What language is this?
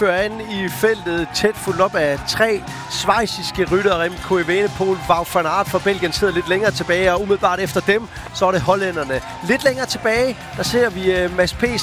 Danish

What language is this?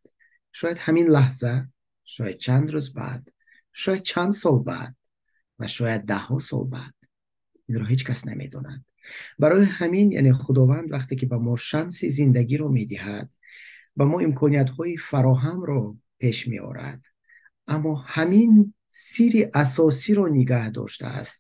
Tajik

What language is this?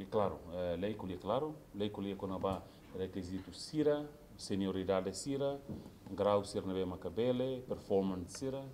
Tetum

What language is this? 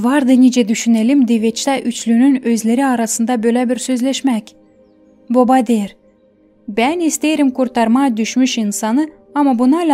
Gagauz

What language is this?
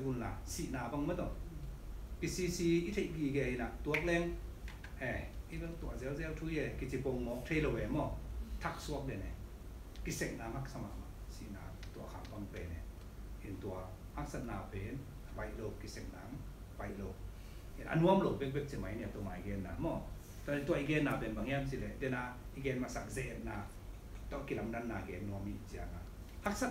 Tedim Chin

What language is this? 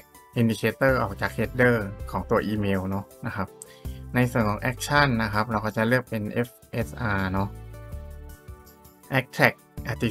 Thai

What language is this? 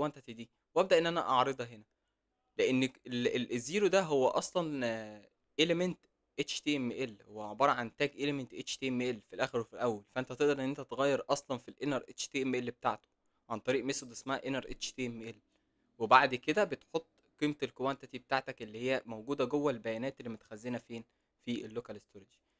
Egyptian Arabic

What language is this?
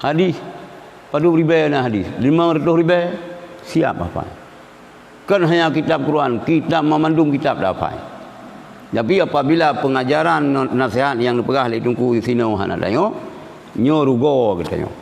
Achinese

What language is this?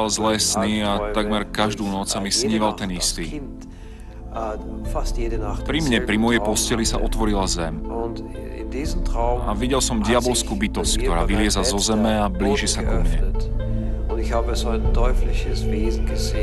Slovak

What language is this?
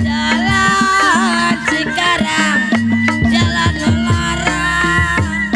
Betawi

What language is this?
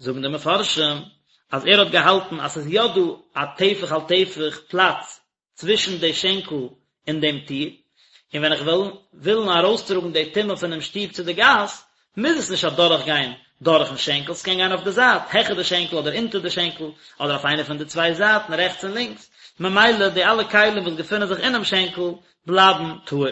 Yiddish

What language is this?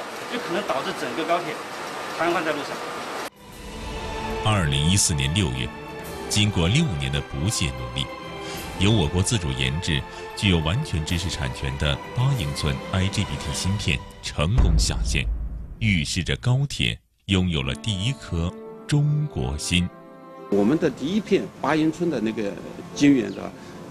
Chinese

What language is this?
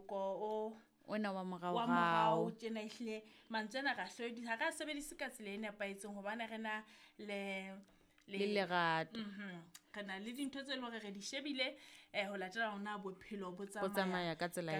Southern Sotho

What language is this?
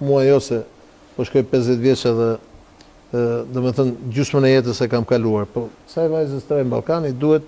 Albanian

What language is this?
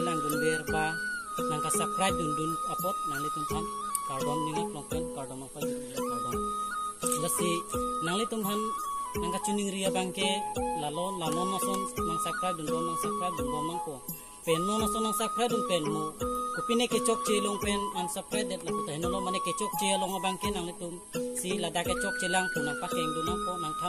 Karbi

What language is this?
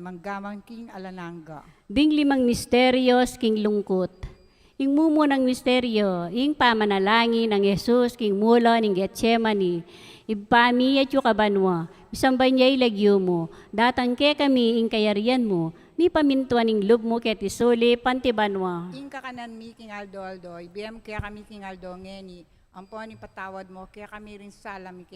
Pampanga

